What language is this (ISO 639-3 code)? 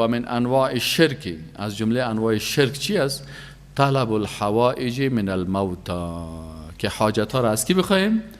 fas